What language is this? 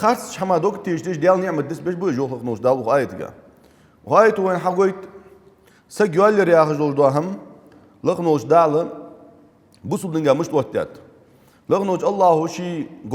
Ingush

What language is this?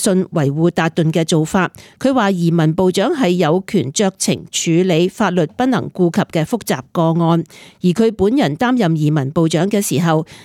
Cantonese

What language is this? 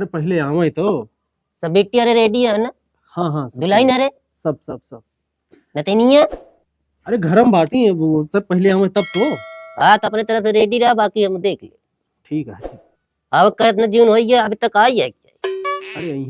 Awadhi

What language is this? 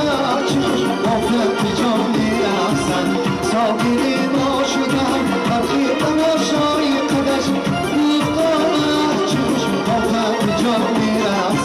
Tajik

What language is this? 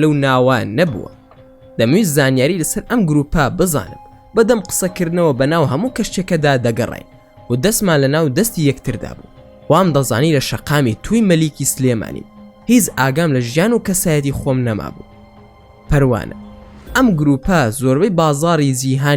Central Kurdish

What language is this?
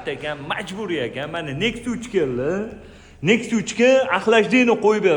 Uzbek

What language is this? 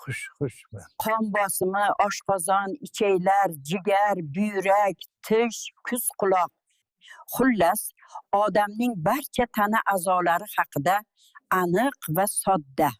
Uzbek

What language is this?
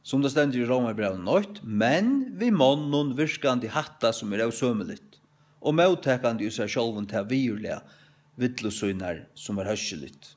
Faroese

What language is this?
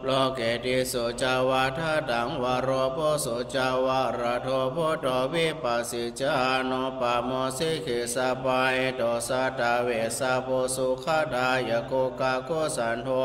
Pali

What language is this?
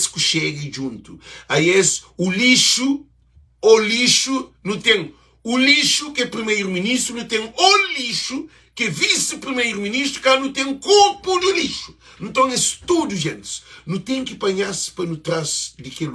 Kabuverdianu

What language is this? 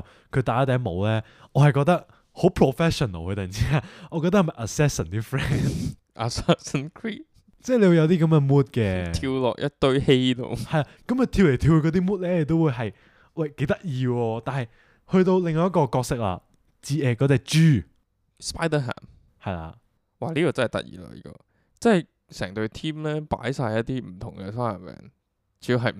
Cantonese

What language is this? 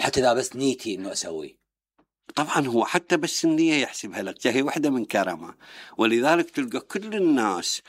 Mesopotamian Arabic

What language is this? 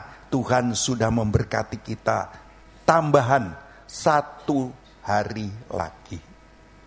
Indonesian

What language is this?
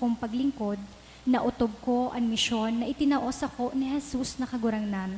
Bikol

